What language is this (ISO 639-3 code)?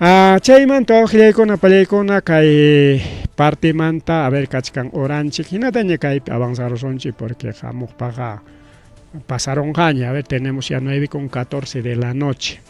quy